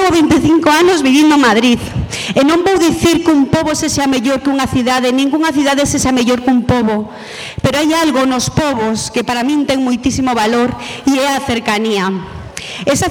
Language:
Galician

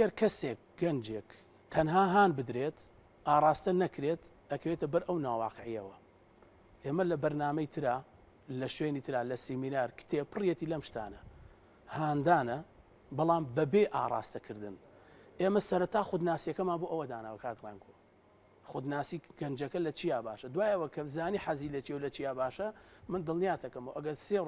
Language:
Central Kurdish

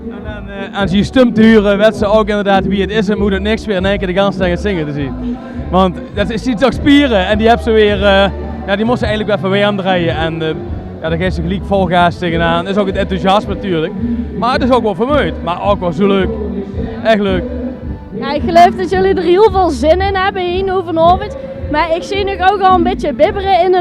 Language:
Limburgish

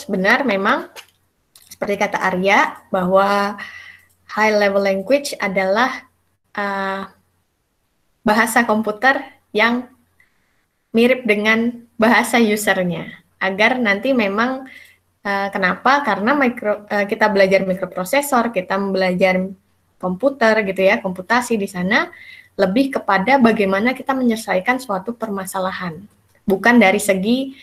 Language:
Indonesian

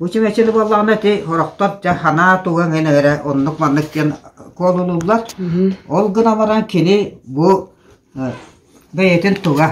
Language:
Yakut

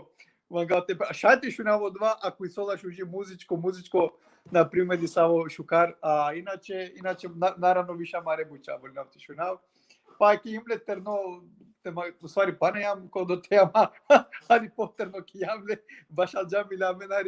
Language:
Balkan Romani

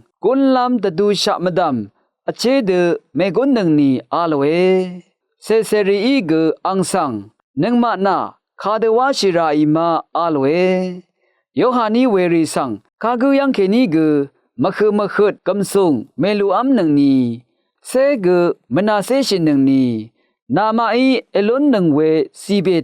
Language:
Rawang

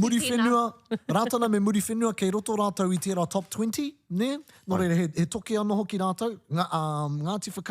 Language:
Māori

